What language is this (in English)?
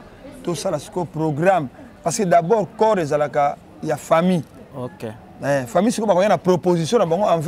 Lingala